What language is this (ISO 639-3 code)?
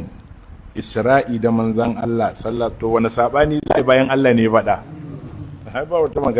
hau